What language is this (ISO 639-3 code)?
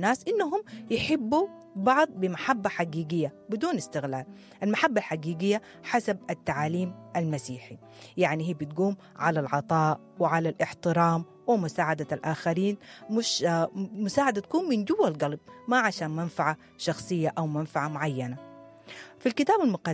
apd